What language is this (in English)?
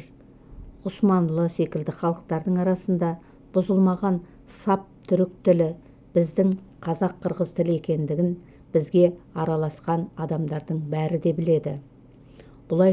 Kazakh